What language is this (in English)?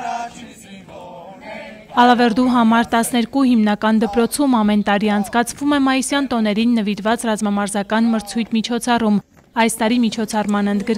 Armenian